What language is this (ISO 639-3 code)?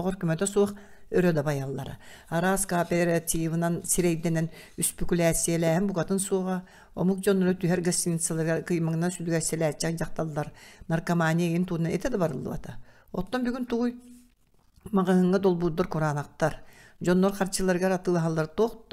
sah